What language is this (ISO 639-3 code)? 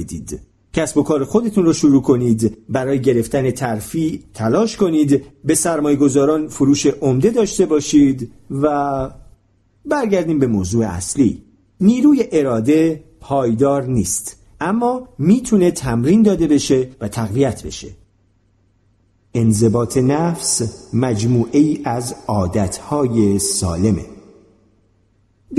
fas